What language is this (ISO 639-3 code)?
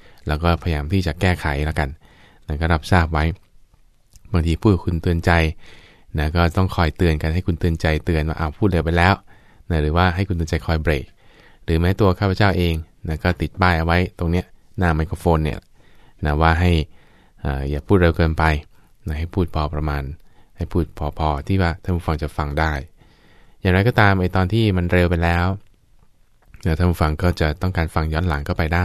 tha